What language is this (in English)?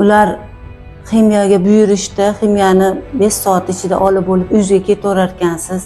Uzbek